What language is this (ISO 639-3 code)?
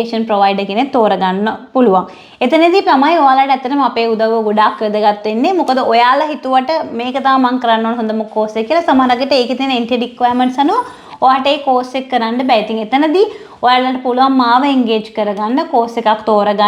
sin